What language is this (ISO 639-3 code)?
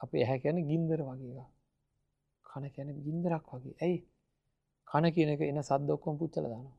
sin